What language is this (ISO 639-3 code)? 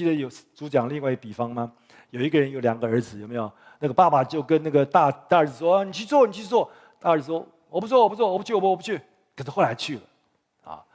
zho